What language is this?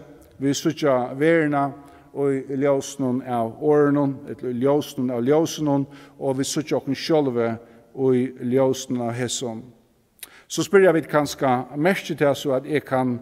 Faroese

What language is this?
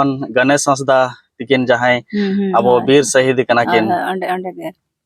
Santali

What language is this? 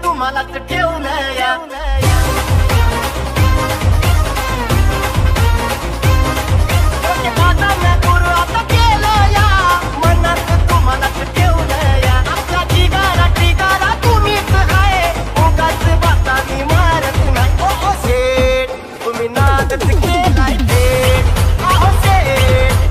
Marathi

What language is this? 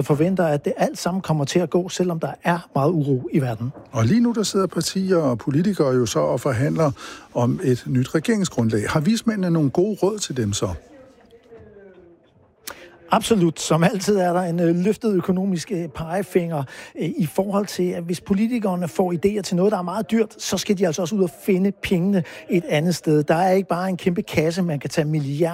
Danish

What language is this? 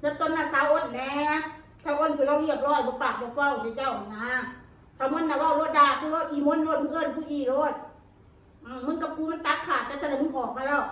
Northeastern Thai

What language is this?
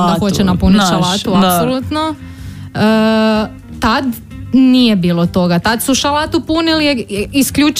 Croatian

